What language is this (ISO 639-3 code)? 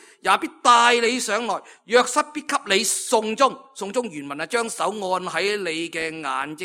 yue